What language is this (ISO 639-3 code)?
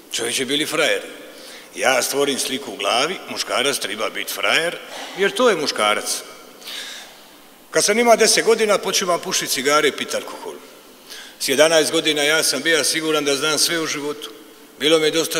hrv